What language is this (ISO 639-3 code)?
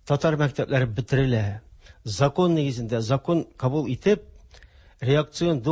tat